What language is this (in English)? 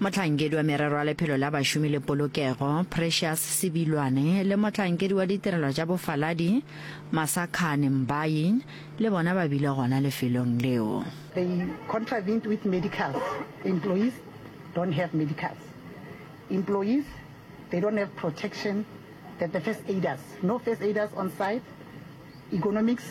Northern Sotho